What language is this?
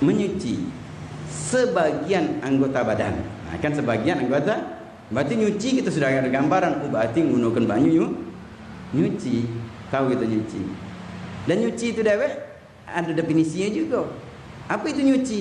Musi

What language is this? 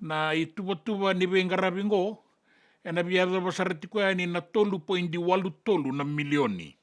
Fijian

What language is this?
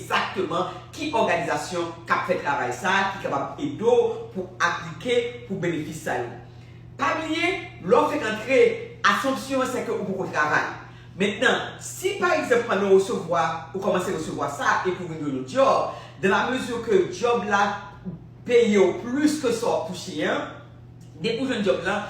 Haitian Creole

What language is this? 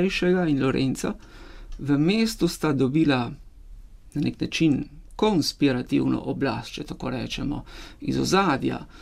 Slovenian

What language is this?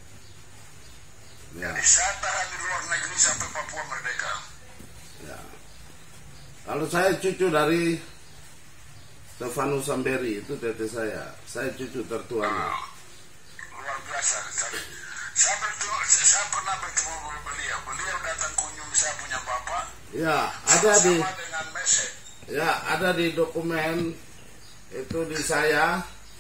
Indonesian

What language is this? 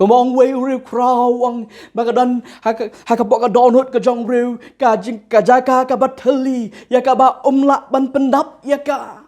Khasi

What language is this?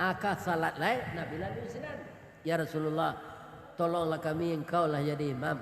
Minangkabau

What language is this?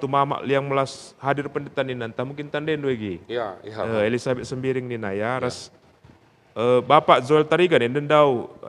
Batak Karo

